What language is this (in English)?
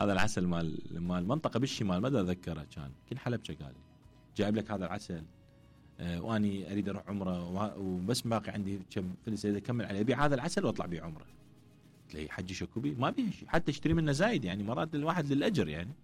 Mesopotamian Arabic